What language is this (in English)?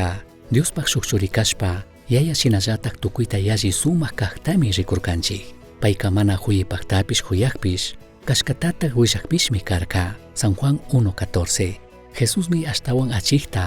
Chimborazo Highland Quichua